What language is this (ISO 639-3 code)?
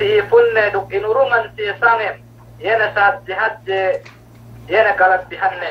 yka